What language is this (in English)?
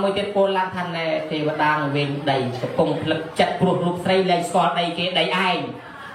Khmer